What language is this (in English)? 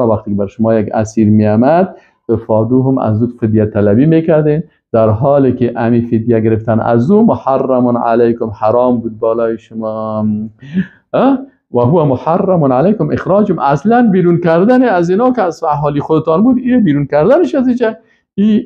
Persian